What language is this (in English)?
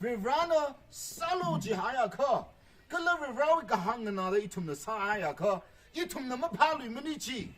Tangkhul Naga (India)